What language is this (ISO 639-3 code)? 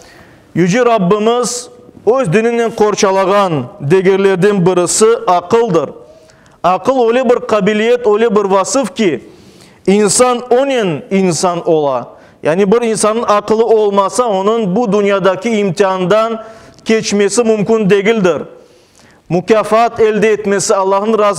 crh